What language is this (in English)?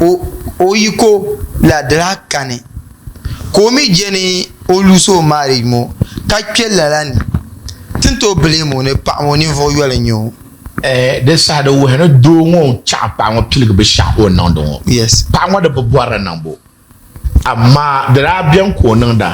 Dagbani